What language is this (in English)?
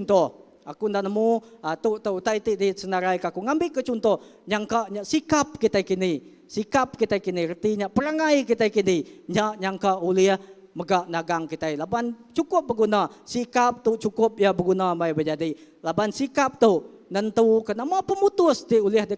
Iban